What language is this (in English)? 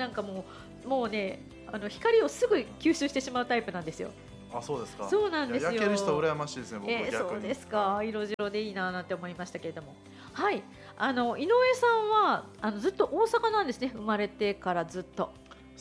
Japanese